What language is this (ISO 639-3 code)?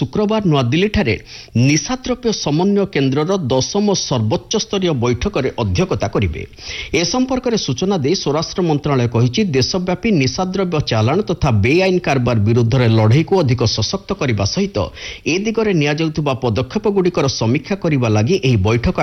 ori